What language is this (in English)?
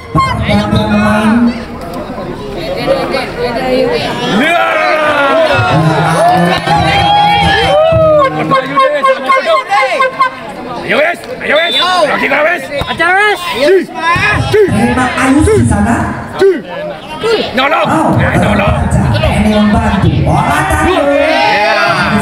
Indonesian